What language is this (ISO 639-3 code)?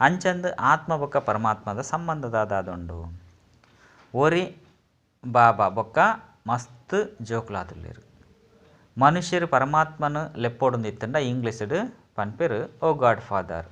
tcy